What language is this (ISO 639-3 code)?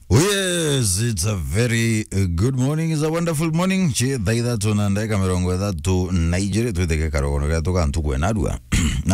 mer